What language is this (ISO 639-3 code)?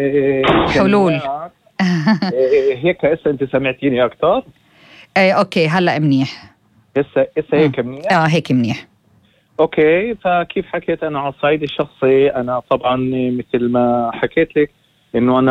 apc